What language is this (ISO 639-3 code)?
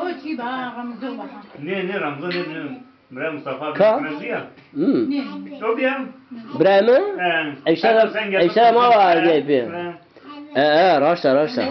zza